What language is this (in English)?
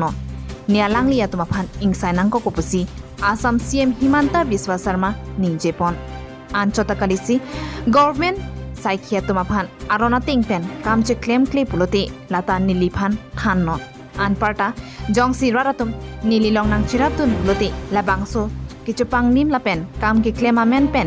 Karbi